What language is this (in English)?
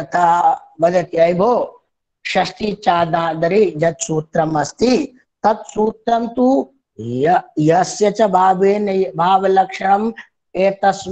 Sanskrit